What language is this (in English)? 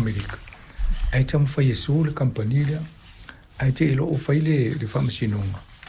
Samoan